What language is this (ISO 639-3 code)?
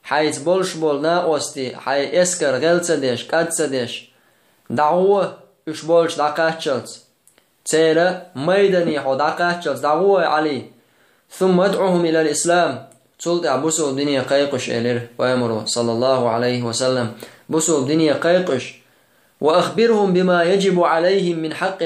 che